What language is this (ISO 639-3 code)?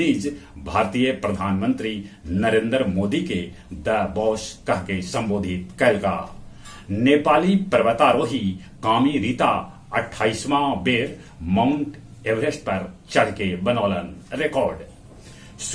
mag